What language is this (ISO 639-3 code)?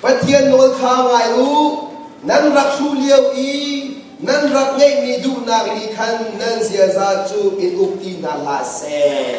cnh